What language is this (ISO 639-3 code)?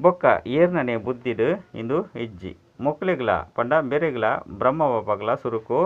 tcy